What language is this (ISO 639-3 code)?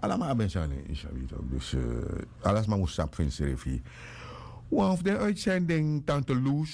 srn